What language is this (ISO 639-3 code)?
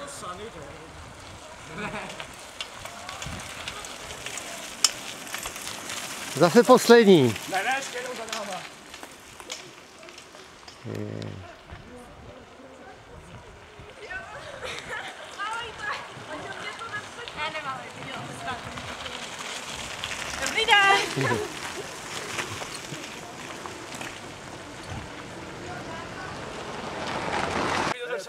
ces